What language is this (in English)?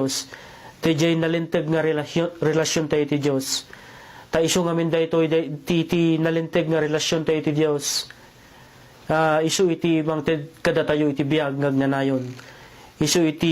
Iloko